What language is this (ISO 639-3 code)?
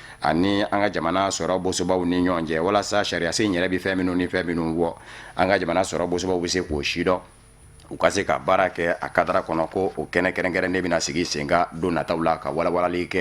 bam